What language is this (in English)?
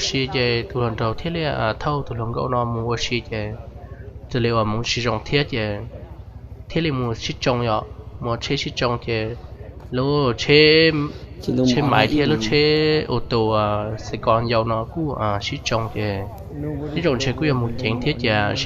Hmong